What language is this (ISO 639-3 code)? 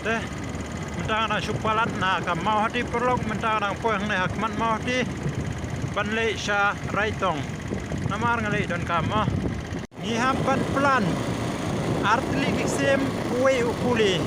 kha